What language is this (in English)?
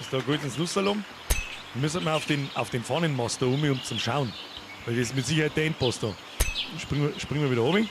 Bavarian